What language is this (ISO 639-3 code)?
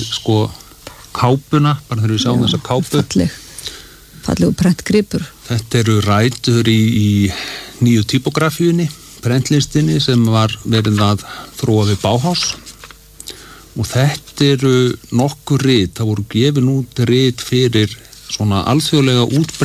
isl